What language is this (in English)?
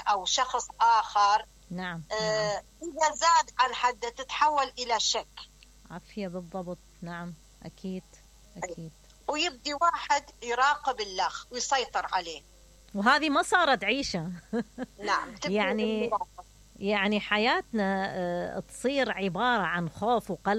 Mesopotamian Arabic